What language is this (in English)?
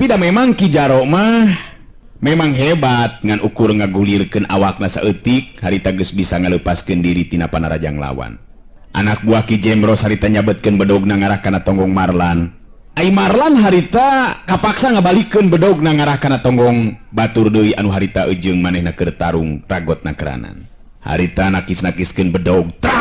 Sundanese